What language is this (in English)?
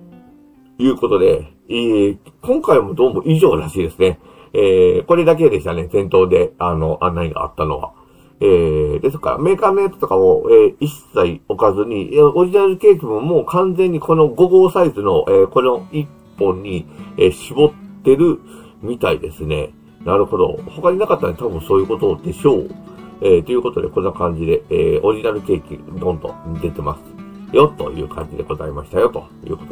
Japanese